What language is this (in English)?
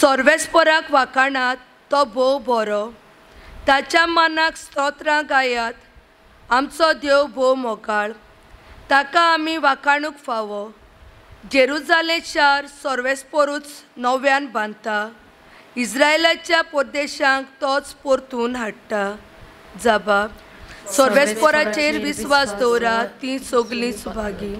Konkani